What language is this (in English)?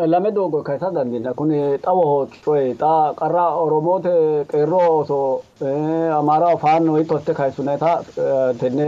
Sidamo